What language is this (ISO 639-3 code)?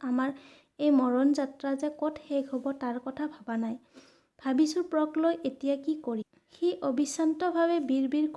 asm